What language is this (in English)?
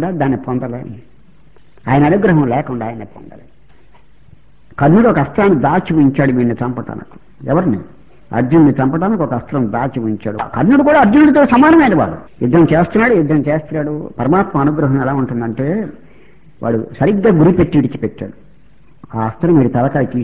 Telugu